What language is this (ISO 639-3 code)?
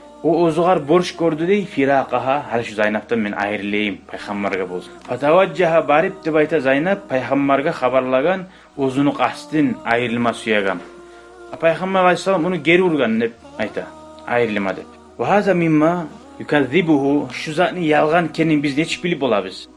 kum